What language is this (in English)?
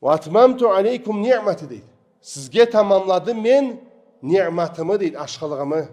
Karachay-Balkar